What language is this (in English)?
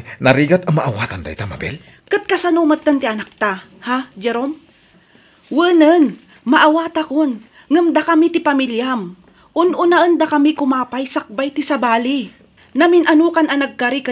Iloko